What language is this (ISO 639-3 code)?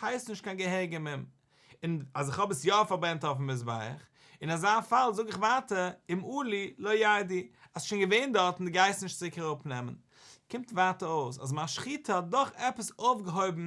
yid